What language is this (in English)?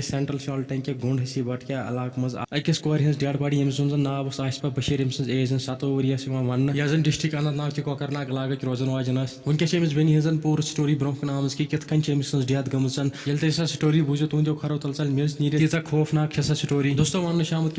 Kashmiri